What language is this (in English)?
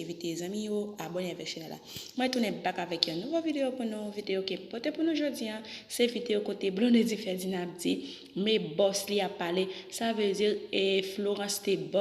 Haitian Creole